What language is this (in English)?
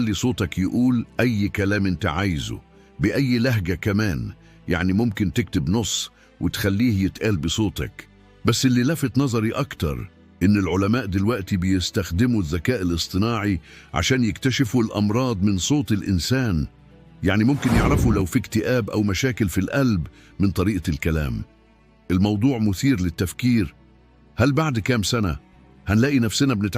Egyptian Arabic